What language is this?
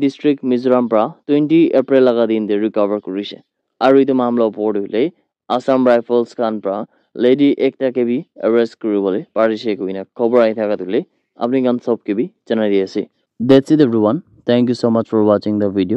Naga Pidgin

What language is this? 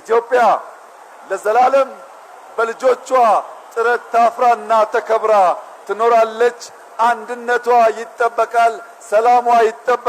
Amharic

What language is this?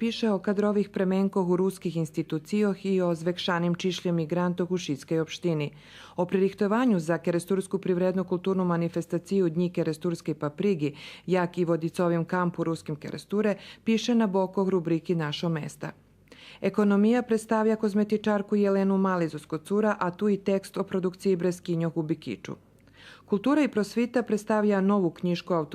Rusyn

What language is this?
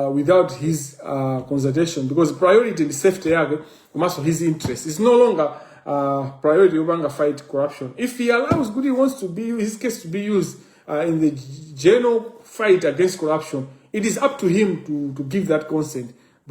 Nyanja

